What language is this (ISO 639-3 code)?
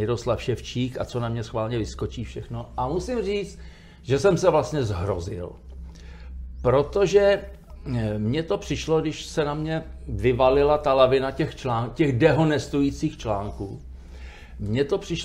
ces